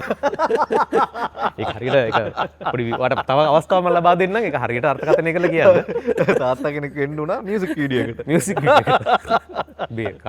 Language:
Sinhala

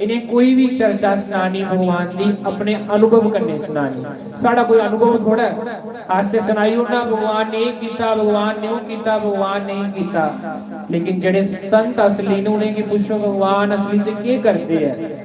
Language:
Dogri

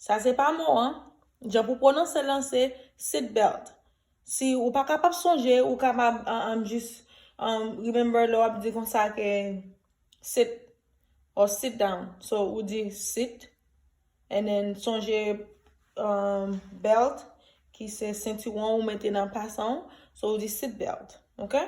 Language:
Haitian Creole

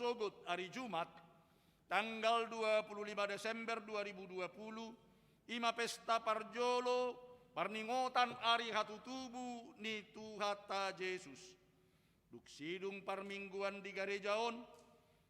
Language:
Batak Toba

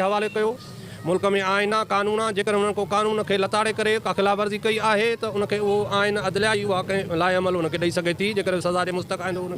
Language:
Sindhi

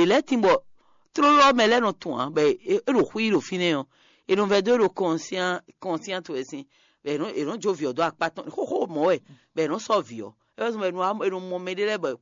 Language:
Fon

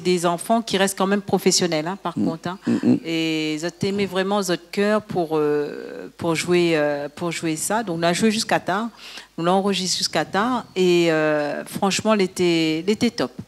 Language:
Réunion Creole French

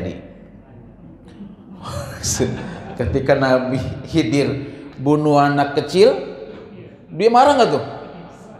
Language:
Indonesian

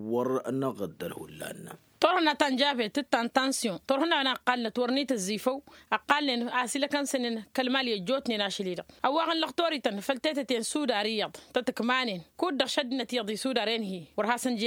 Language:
Tamasheq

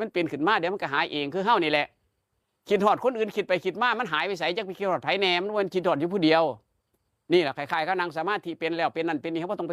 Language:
Northeastern Thai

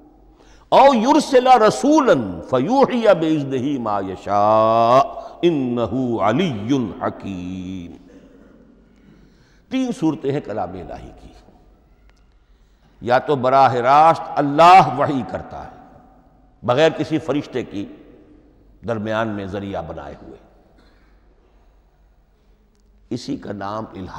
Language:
Urdu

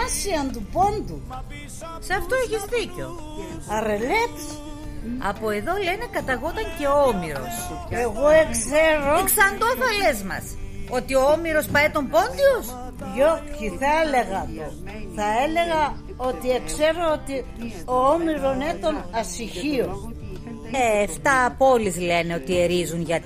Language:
Pontic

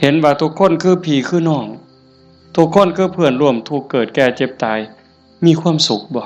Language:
Northeastern Thai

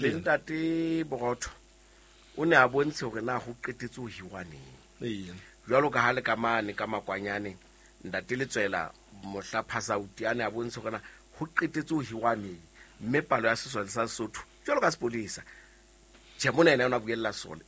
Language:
Southern Sotho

